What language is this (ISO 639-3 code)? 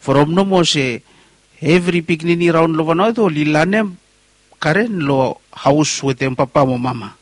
bis